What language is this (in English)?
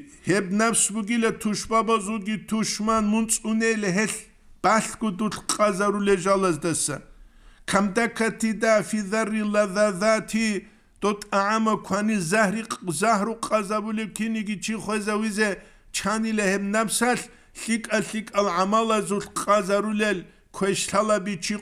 Avaric